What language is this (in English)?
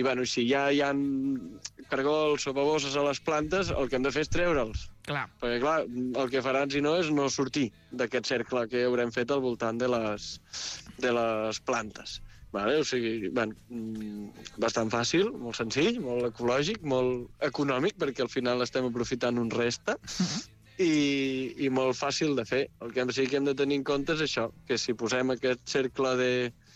Catalan